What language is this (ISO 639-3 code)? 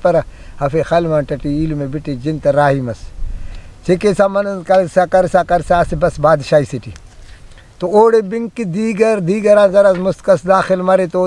brh